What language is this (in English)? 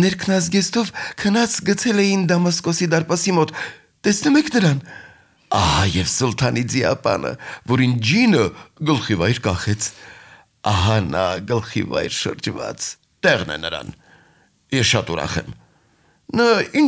Armenian